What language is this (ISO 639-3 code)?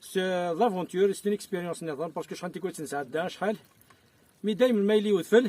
kab